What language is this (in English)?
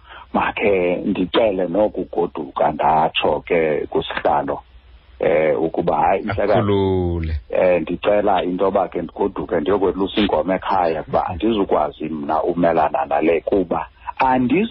Xhosa